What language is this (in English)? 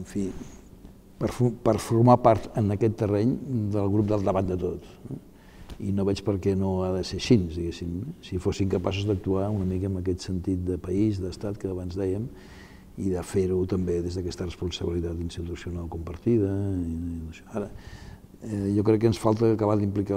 Catalan